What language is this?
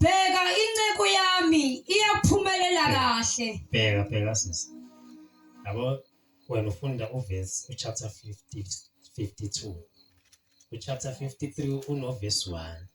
Zulu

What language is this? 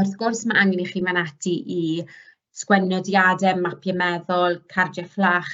Welsh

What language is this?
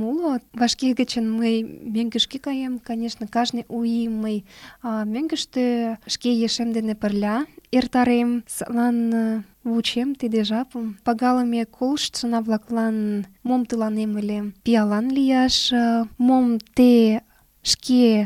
Mari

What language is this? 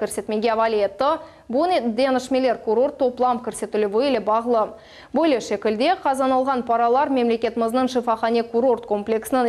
Crimean Tatar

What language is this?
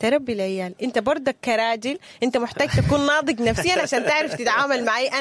Sudanese Arabic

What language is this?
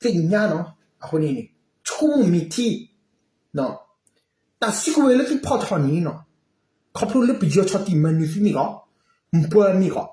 S'gaw Karen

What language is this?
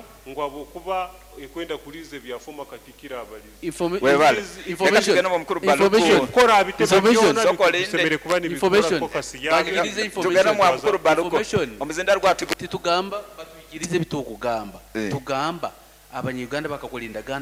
Nyoro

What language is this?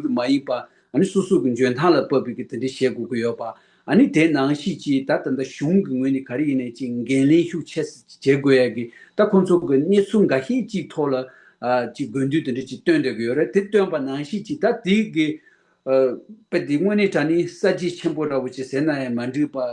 Tibetan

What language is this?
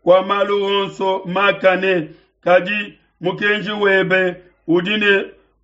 Luba-Lulua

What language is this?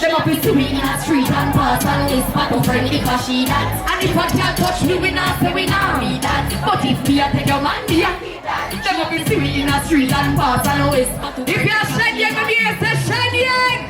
Jamaican Creole English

